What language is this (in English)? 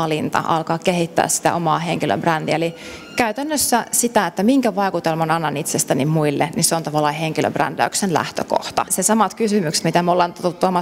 Finnish